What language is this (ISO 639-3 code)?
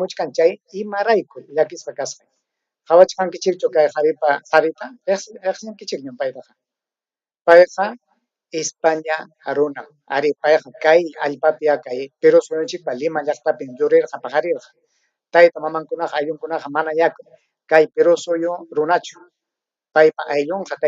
quy